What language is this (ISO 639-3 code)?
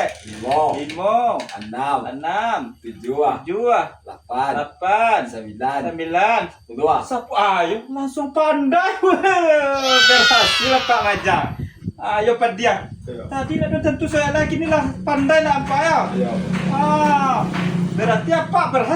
min